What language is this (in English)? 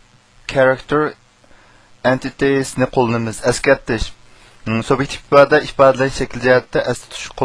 Uyghur